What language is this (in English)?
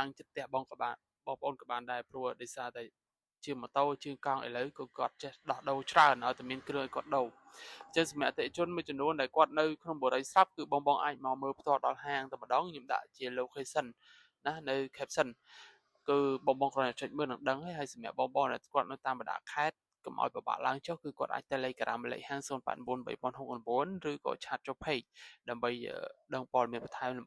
Khmer